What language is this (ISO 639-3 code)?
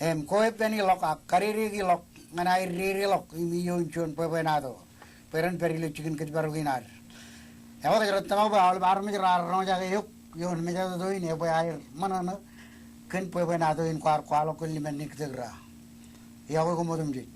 mah